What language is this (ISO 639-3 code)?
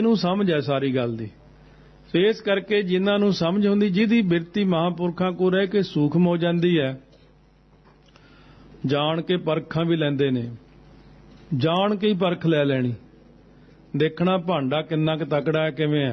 pan